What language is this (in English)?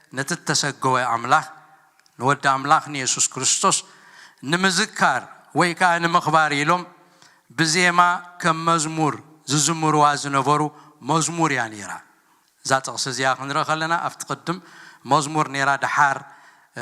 Tigrinya